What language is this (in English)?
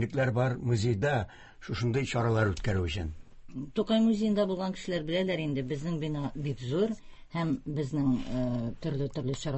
Tatar